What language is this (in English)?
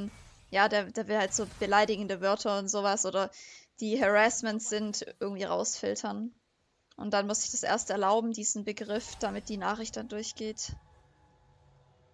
German